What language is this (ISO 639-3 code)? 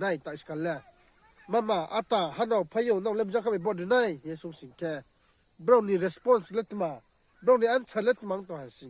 ria